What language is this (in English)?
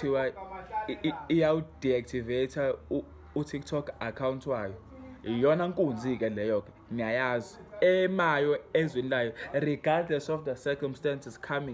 Zulu